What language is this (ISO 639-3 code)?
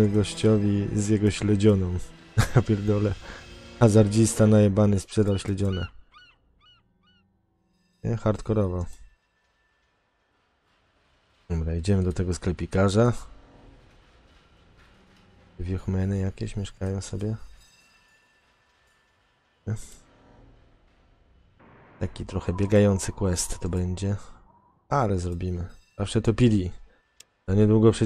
pol